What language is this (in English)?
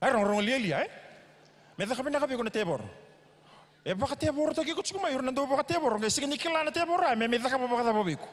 Fijian